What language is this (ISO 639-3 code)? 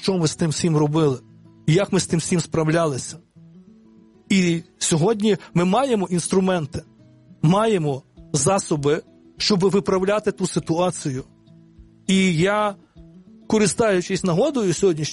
ukr